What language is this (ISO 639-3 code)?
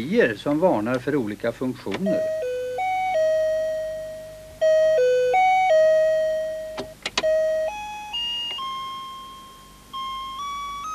swe